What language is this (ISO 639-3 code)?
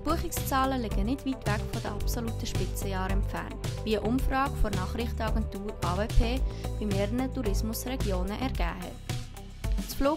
gsw